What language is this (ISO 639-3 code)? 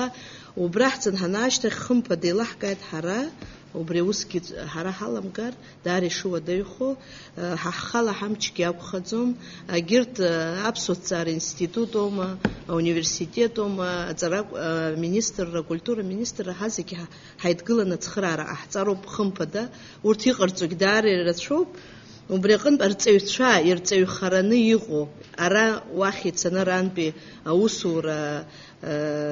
abk